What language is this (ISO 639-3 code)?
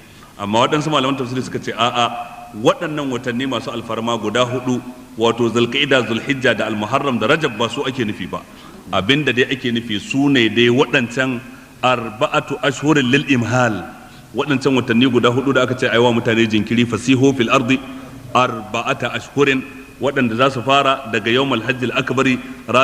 hau